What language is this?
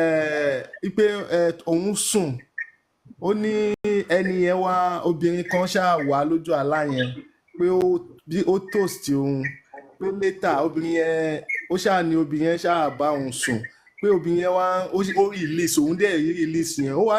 Yoruba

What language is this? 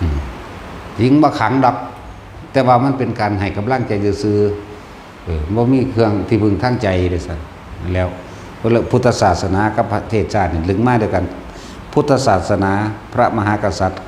Northeastern Thai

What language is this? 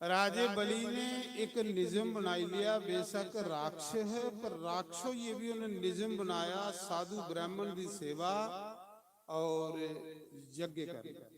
Dogri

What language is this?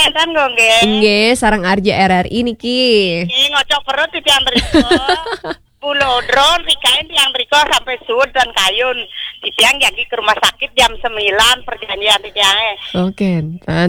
Balinese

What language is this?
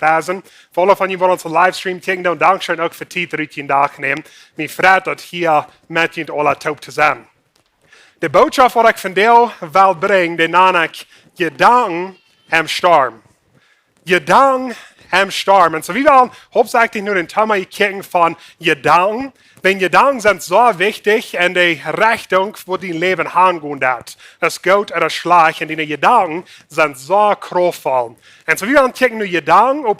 Plautdietsch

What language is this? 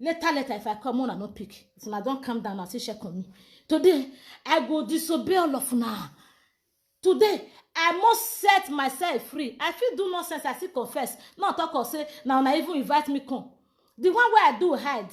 Nigerian Pidgin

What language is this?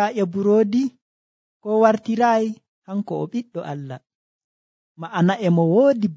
Nigerian Fulfulde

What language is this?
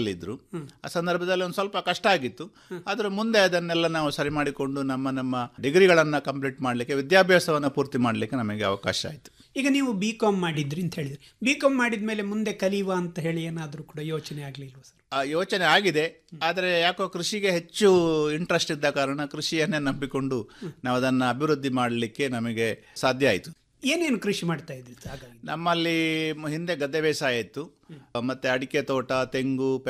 Kannada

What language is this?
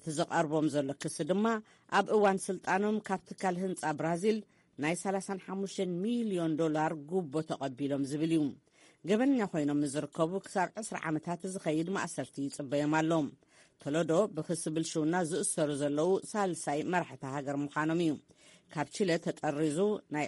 Tigrinya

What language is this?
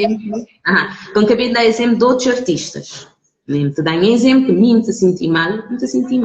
Kabuverdianu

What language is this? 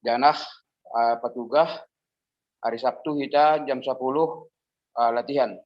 Batak Simalungun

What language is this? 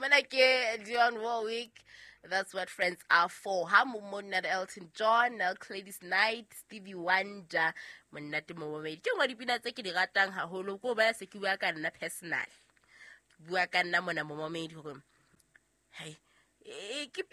Southern Sotho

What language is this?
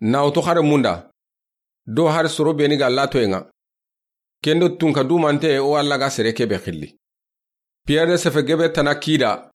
Soninke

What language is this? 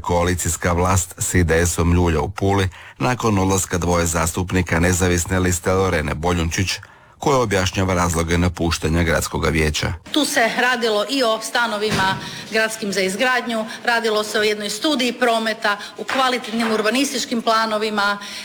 Croatian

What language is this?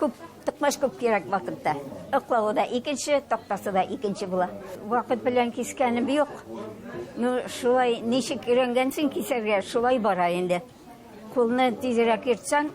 Tatar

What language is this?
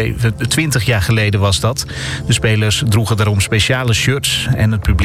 Dutch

